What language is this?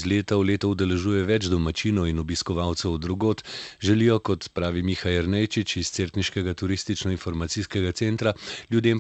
Slovenian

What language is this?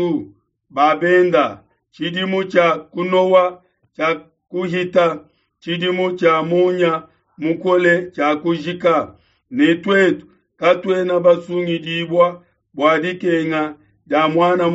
Luba-Lulua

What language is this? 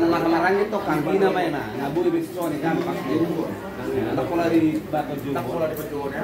Batak Toba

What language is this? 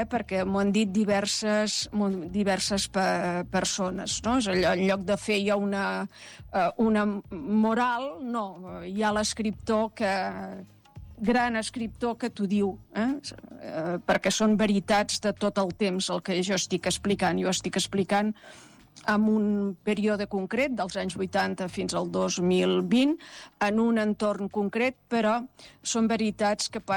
Catalan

